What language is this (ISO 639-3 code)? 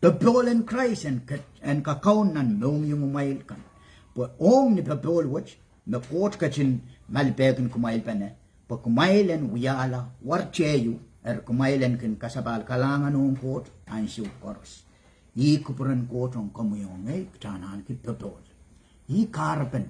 pon